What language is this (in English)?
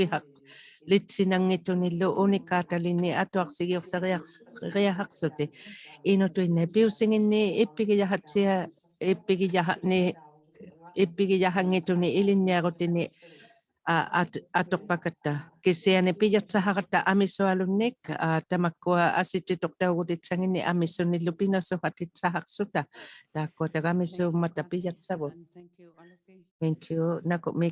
Inuktitut